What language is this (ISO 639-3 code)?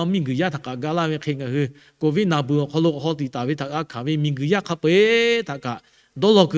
lhu